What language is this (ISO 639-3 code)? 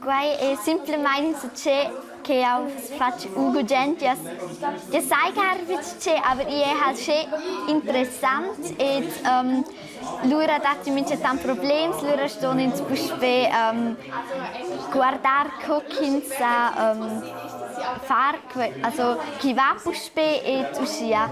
roh